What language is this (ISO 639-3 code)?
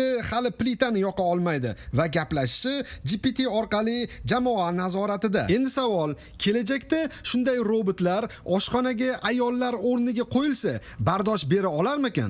uzb